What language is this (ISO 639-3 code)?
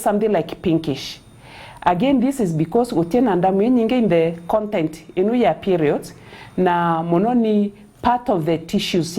mer